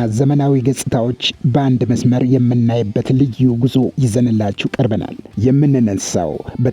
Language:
Amharic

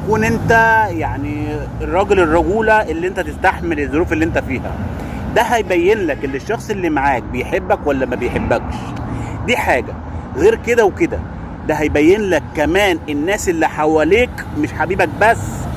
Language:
Egyptian Arabic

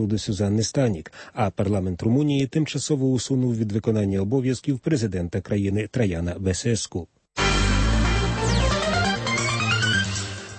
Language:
Ukrainian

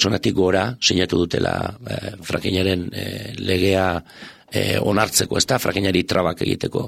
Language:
Basque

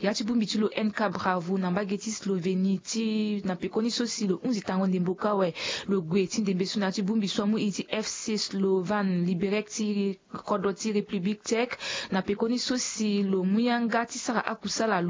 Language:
Sango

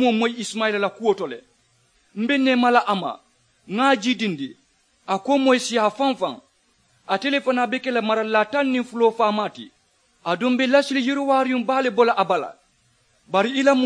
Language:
Mandingo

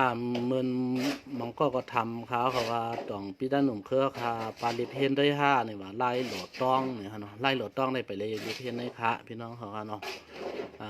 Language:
Shan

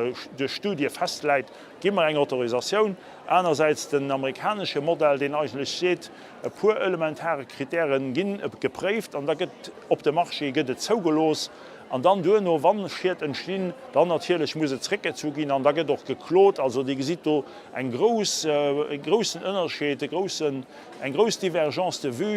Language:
Luxembourgish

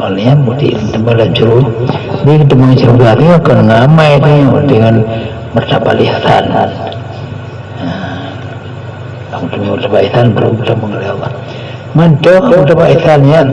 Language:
Achinese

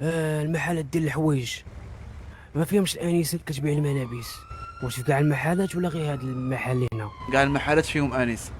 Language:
Moroccan Arabic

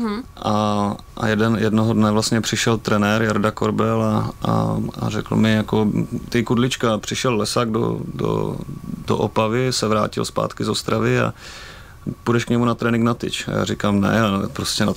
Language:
Czech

